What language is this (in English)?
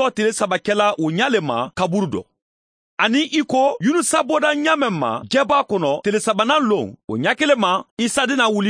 Mandingo